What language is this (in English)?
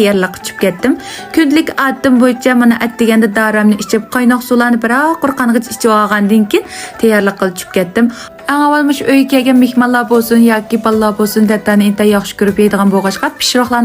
Uyghur